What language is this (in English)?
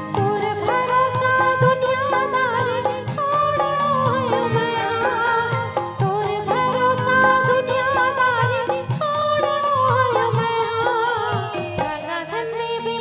Chhattisgarhi